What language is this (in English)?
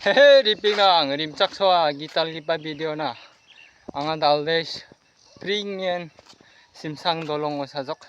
Garo